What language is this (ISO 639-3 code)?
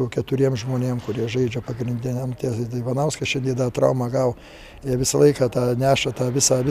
lit